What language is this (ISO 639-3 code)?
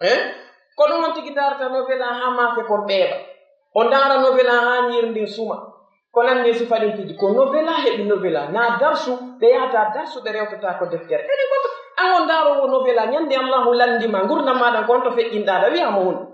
fuf